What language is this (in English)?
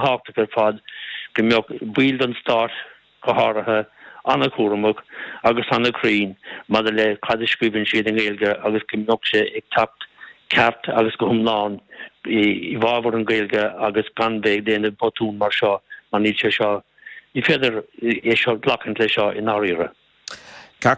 Irish